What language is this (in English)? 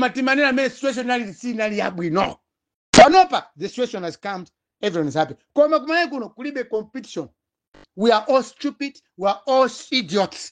Nyanja